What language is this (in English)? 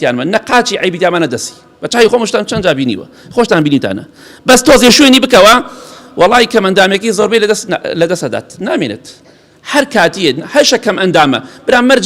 Central Kurdish